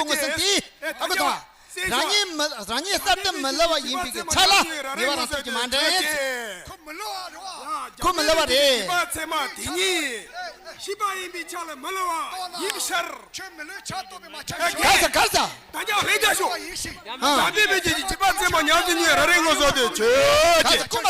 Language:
Tibetan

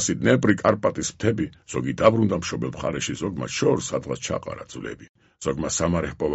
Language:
Georgian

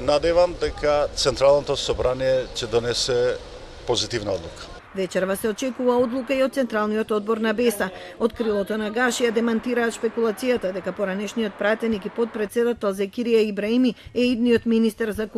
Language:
Macedonian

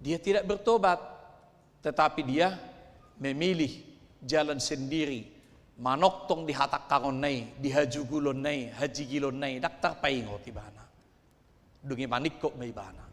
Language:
Batak Toba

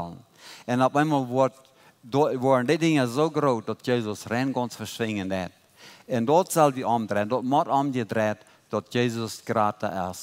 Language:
Plautdietsch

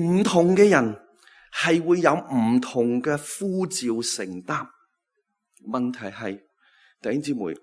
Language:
Cantonese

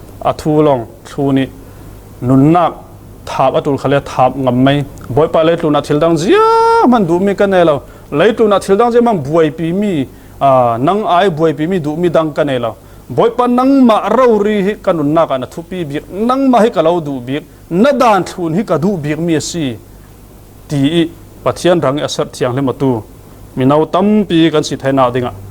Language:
Falam Chin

